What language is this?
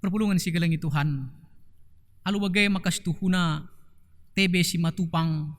Batak Karo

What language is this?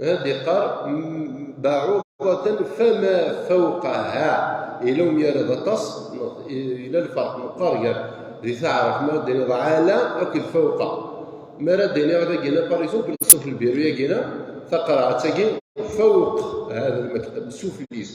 Kabyle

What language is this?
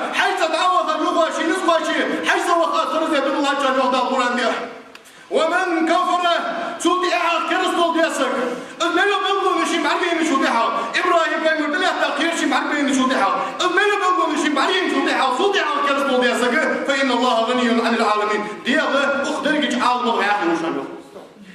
Ingush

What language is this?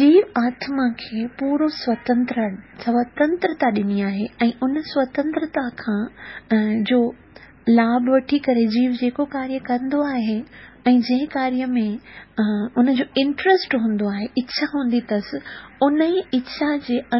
Sindhi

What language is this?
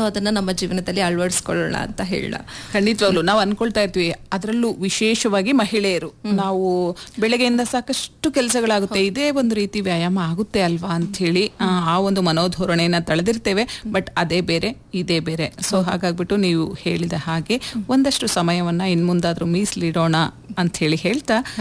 Kannada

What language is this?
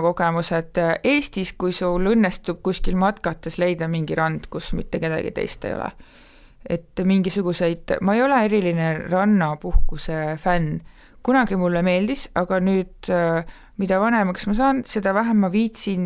Estonian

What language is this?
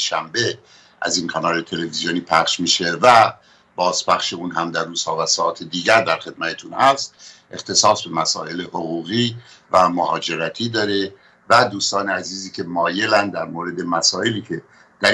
Persian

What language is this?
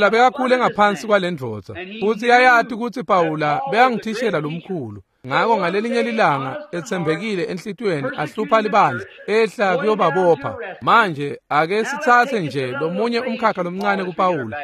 Swati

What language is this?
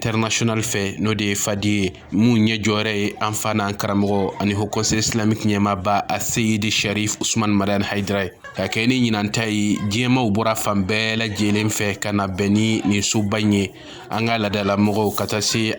Bambara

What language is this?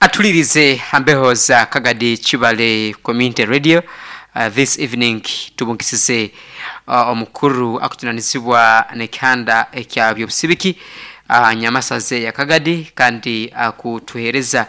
Nyankole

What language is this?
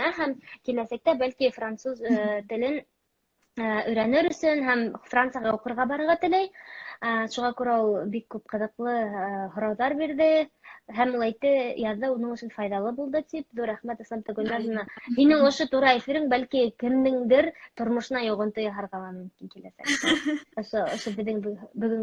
Bashkir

